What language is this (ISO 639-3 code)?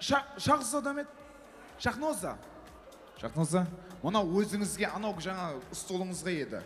kaa